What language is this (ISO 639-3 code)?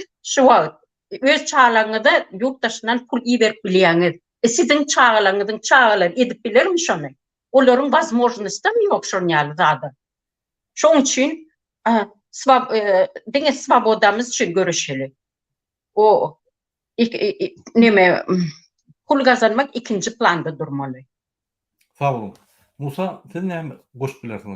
tuk